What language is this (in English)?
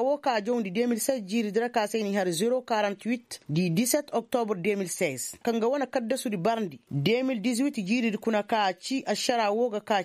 Koyraboro Senni